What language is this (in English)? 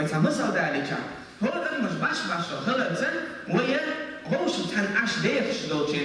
Chechen